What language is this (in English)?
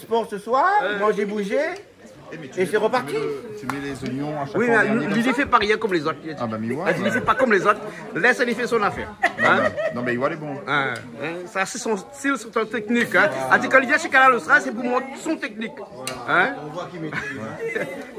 Réunion Creole French